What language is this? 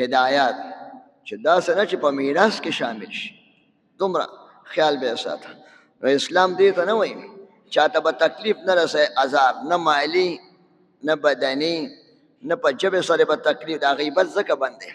Pashto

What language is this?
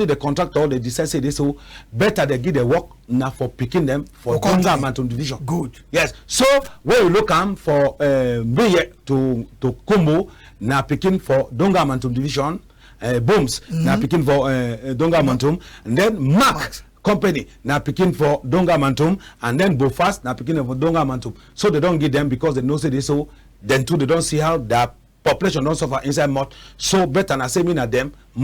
Cameroon Pidgin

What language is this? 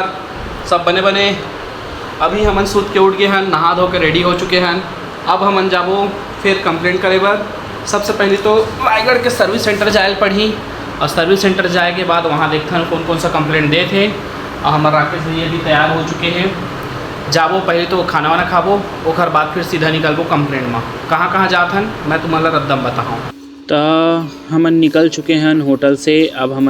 Chhattisgarhi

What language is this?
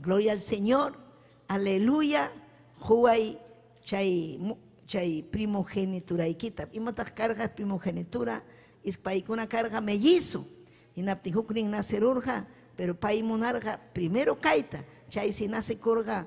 Ayacucho Quechua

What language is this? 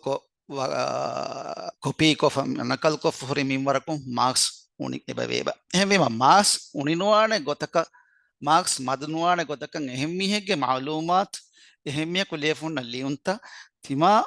Divehi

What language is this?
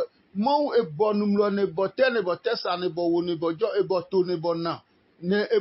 Adangme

